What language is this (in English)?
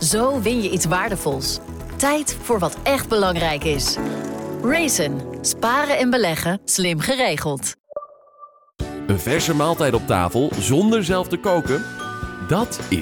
Dutch